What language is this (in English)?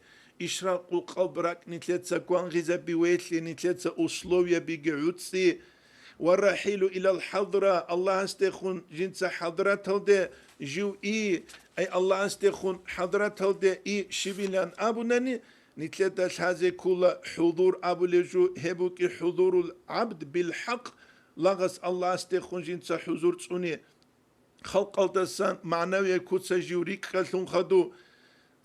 Avaric